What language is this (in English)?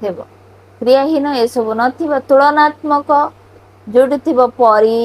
Odia